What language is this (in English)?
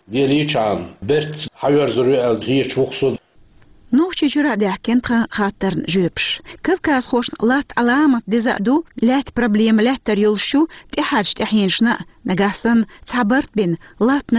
Chechen